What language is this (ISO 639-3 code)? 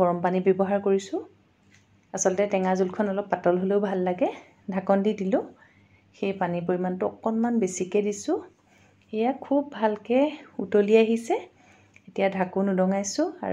asm